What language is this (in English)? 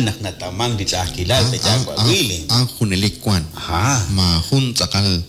Kekchí